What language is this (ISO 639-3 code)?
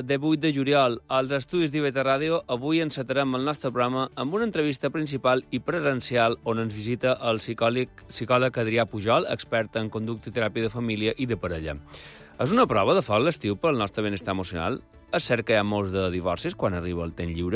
cat